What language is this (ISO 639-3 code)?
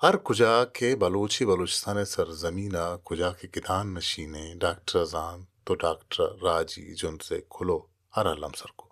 bal